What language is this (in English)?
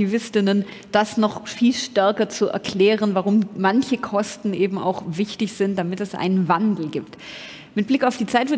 German